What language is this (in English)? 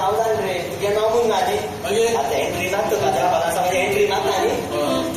Konkani